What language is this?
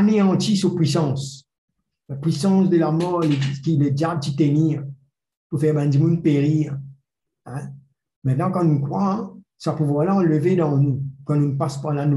Morisyen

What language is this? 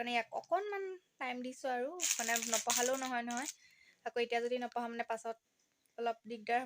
Assamese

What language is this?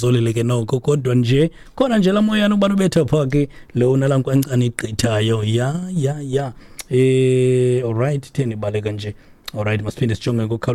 Xhosa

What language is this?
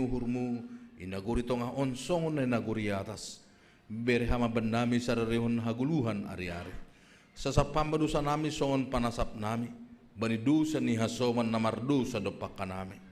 Batak Simalungun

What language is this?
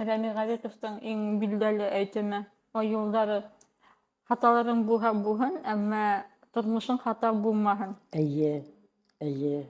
Bashkir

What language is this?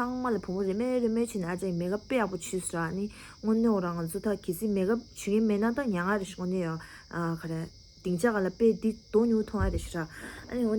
Tibetan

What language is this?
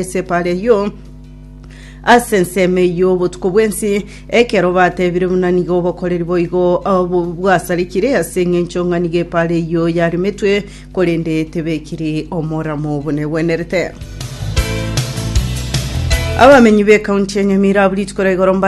Gusii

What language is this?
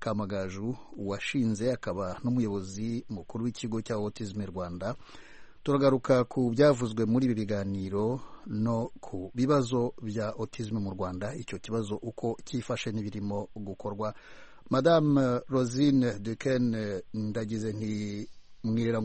Kinyarwanda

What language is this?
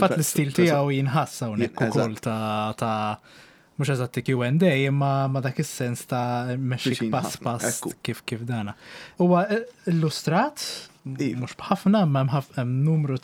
Maltese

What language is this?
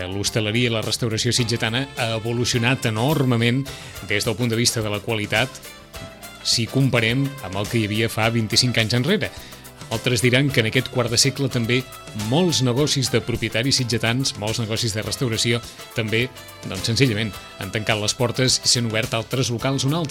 Catalan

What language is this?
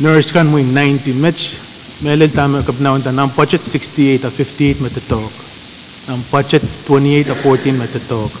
Pohnpeian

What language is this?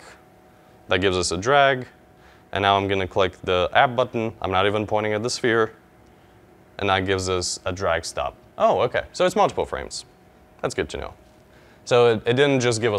English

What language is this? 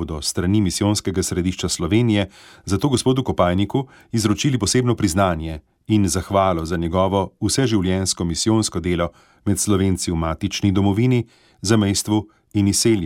Slovenian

